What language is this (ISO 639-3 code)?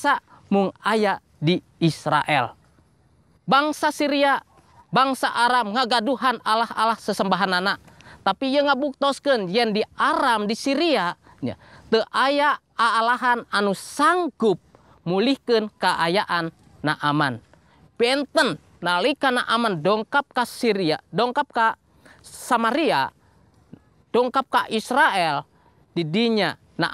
sun